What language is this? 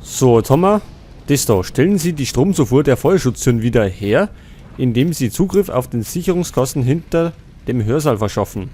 Bavarian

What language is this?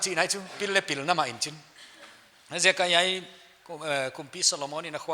Paite Chin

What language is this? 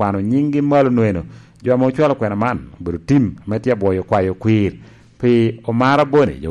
Lango (Uganda)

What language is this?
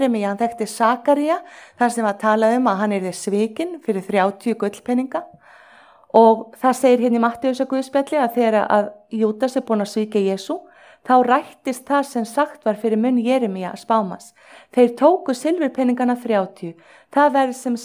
Icelandic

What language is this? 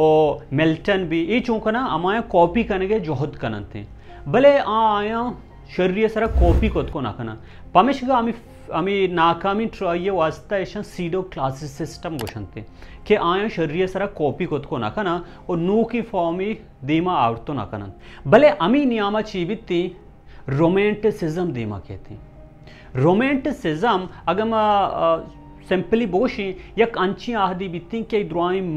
Baluchi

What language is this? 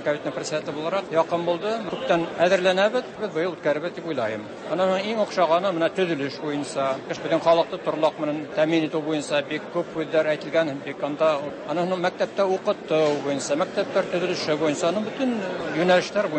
Tatar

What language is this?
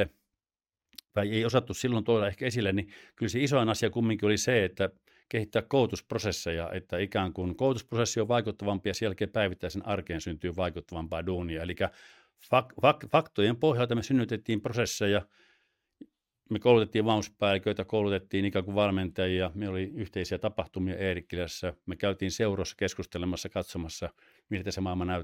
Finnish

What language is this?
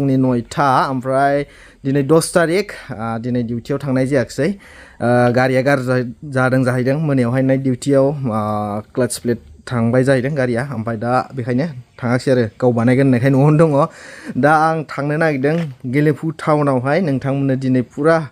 Bodo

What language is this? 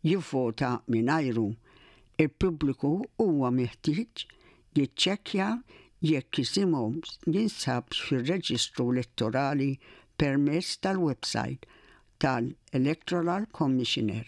Maltese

